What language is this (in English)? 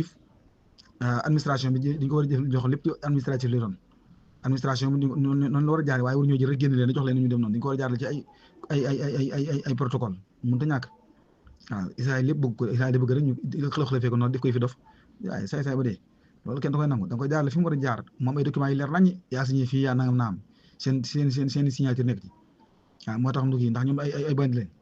Wolof